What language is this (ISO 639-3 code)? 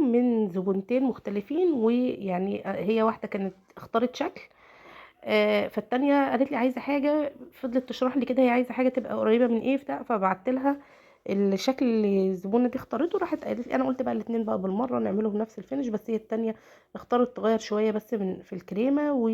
arz